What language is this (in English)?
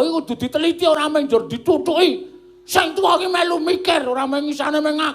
Javanese